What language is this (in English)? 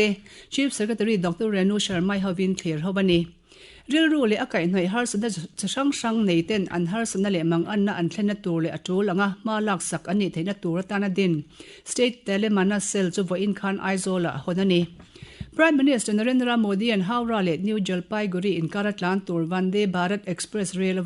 Mizo